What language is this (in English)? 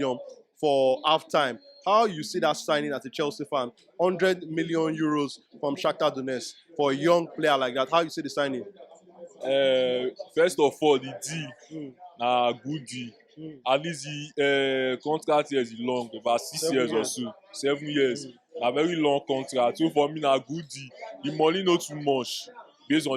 Nigerian Pidgin